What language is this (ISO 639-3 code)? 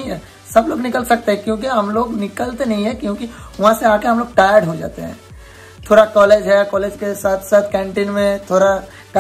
hin